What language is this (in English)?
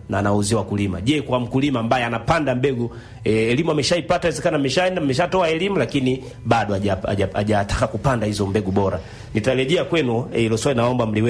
Swahili